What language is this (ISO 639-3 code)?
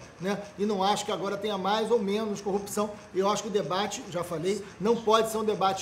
por